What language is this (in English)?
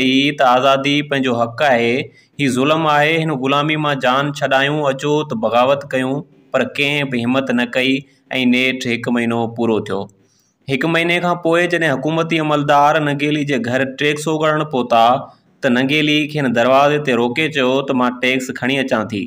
Sindhi